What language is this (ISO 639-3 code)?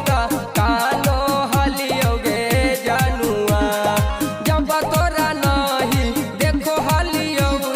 mag